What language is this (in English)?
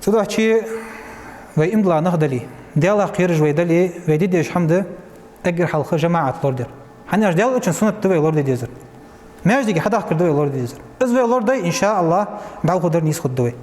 Ingush